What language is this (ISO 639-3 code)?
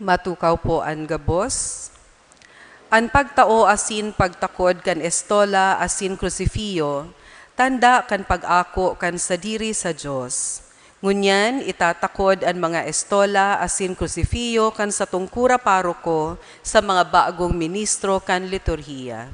bik